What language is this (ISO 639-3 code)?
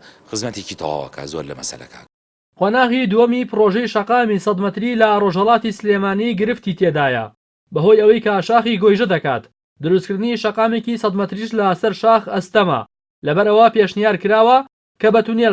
ckb